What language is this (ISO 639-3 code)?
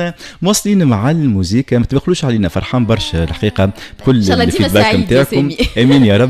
aeb